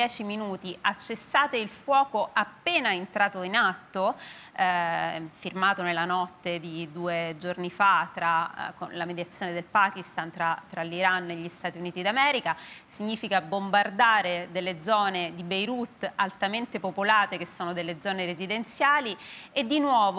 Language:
Italian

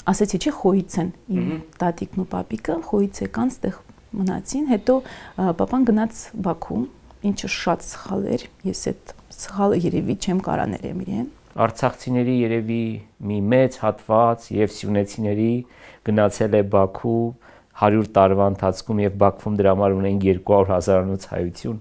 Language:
Armenian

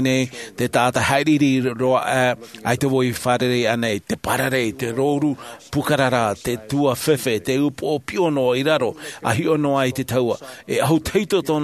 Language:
Tahitian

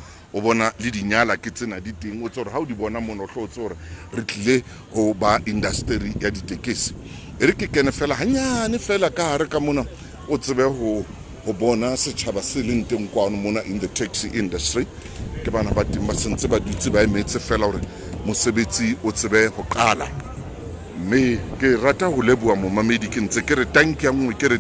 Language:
Southern Sotho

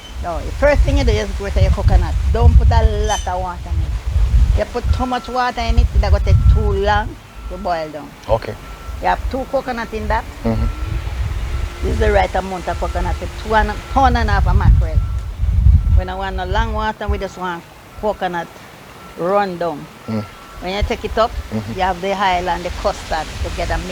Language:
Jamaican Creole English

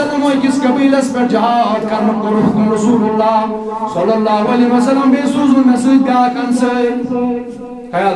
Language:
Kashmiri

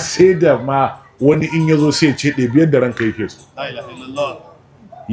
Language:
Hausa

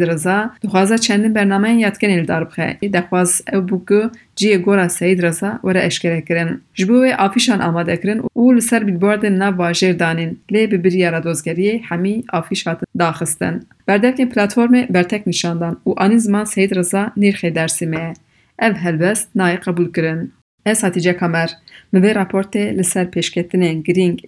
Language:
Kurdish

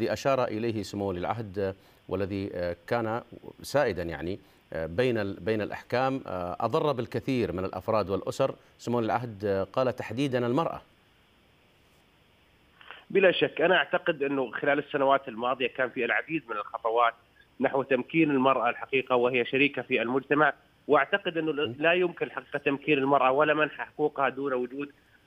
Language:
Arabic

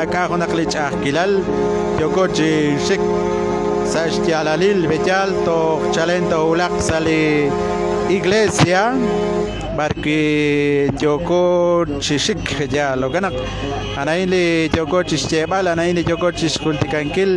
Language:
Kekchí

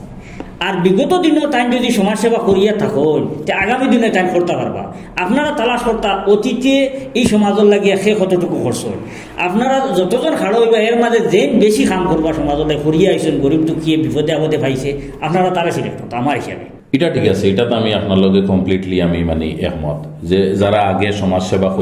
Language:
Sylheti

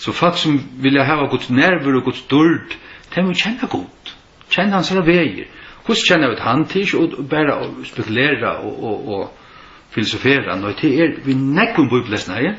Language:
Faroese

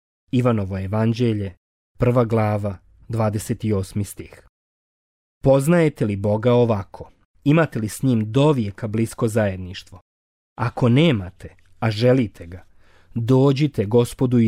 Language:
Croatian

